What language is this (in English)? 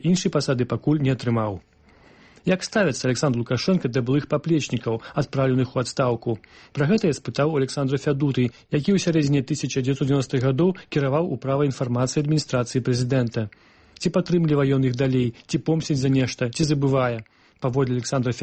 Belarusian